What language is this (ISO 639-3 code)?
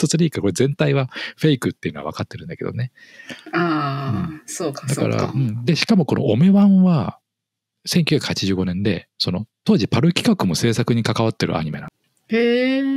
jpn